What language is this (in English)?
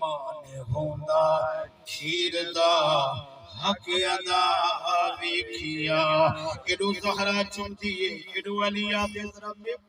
Saraiki